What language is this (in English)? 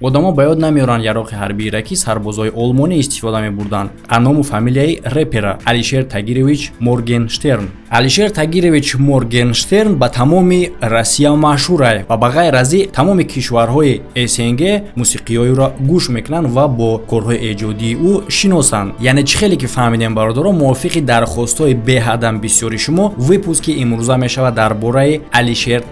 Tajik